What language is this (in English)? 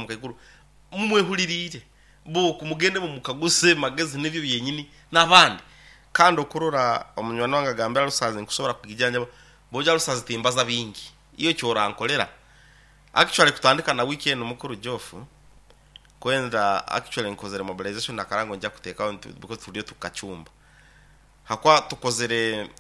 Nyoro